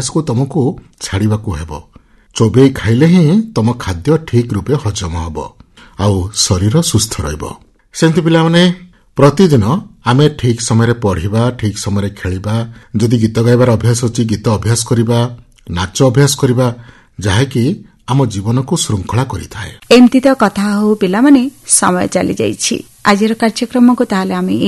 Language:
Odia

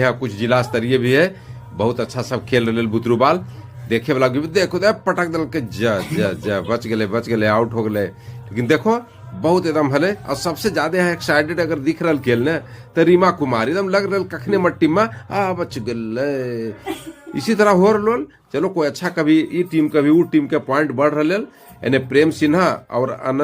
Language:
Magahi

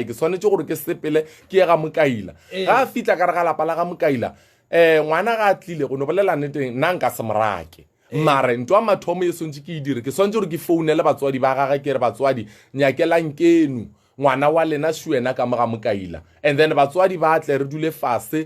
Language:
Northern Sotho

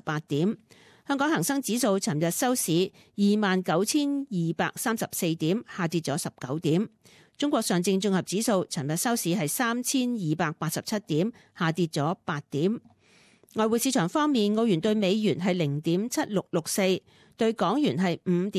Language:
Cantonese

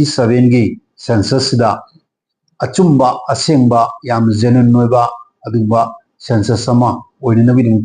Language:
Manipuri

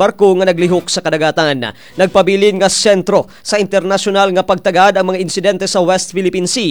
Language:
Cebuano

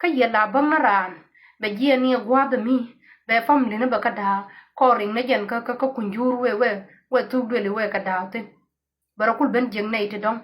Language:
Nuer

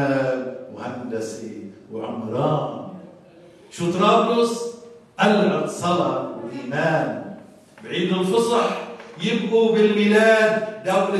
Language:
North Levantine Arabic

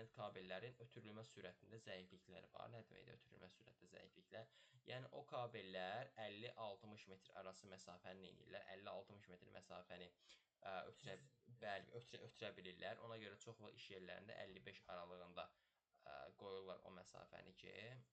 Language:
Azerbaijani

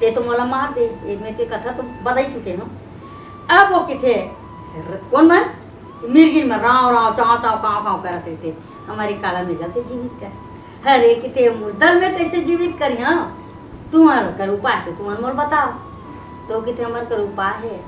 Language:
Chhattisgarhi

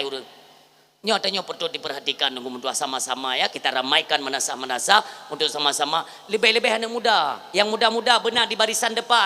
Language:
Achinese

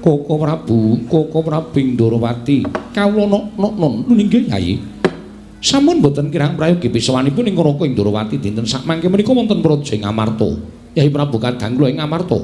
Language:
Javanese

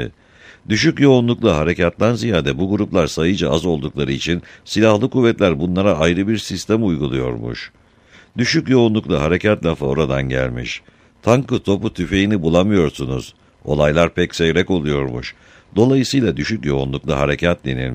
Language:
Turkish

